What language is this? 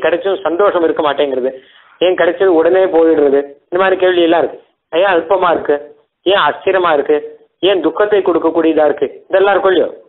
Tamil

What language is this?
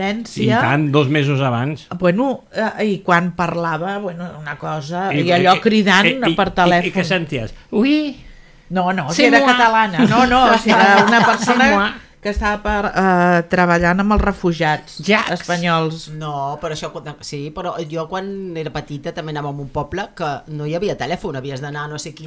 Catalan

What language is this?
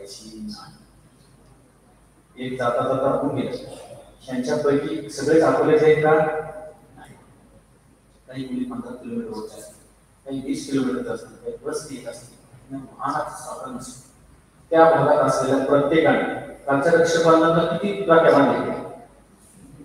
Marathi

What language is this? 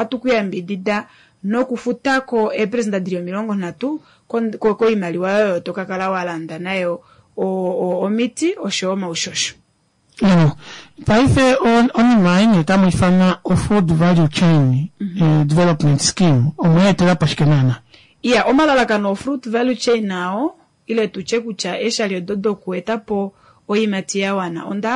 Kuanyama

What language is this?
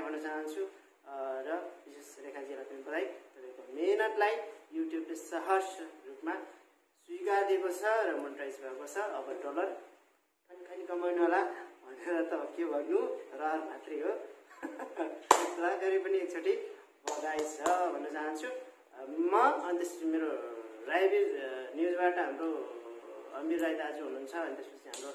Nepali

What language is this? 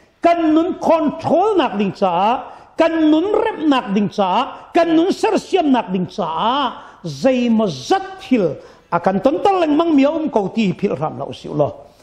Hakha Chin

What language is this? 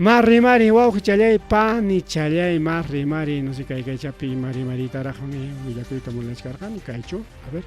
Ayacucho Quechua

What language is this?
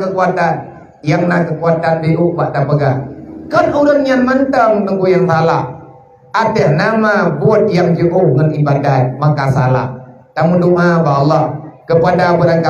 Achinese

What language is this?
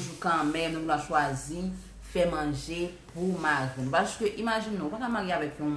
Haitian Creole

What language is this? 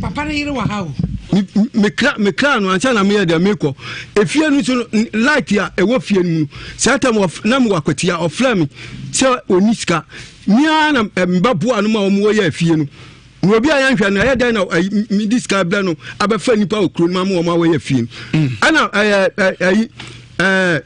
Akan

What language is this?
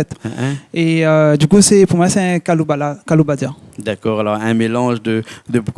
Réunion Creole French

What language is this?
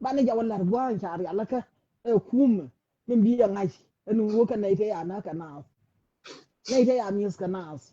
Nuer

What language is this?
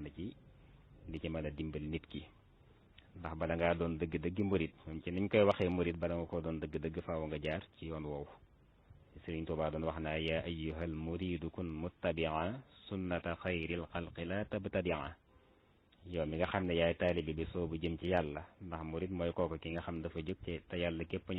Wolof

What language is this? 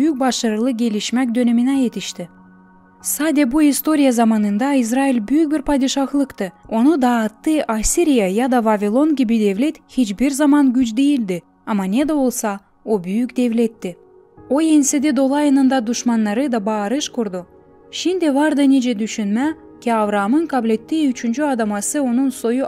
Gagauz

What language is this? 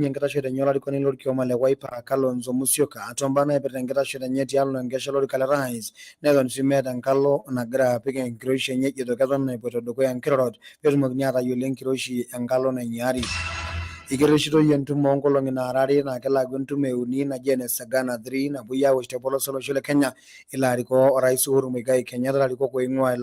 Masai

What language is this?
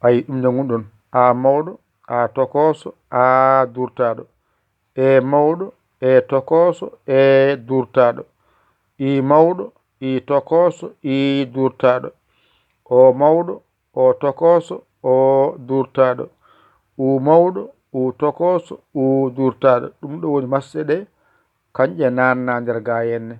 Fula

